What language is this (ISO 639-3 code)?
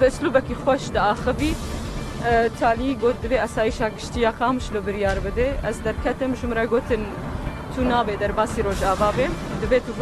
kur